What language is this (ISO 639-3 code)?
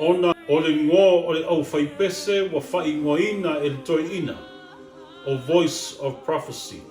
smo